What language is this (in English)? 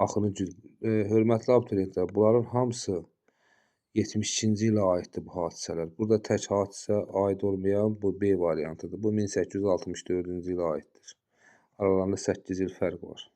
Azerbaijani